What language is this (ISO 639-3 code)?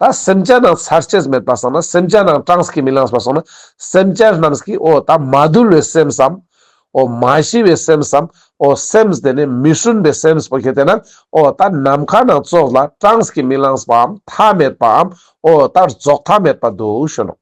lbj